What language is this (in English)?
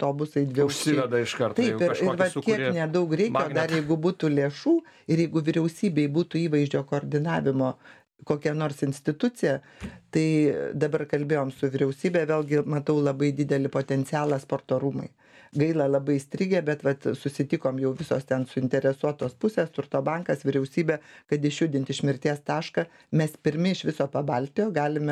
Lithuanian